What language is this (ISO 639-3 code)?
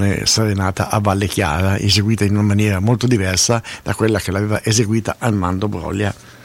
ita